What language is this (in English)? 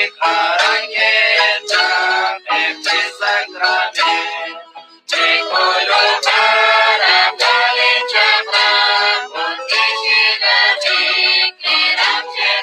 Kekchí